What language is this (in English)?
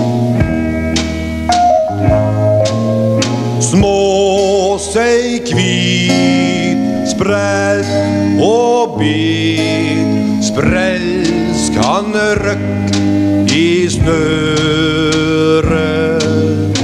Norwegian